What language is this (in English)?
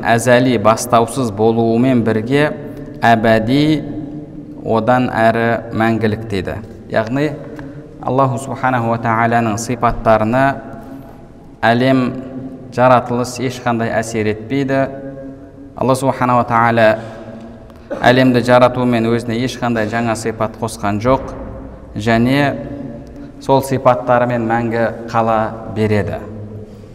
Kazakh